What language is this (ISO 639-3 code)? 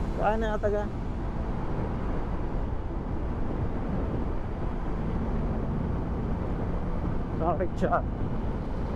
mar